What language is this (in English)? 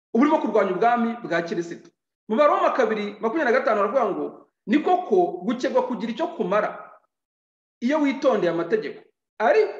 Kinyarwanda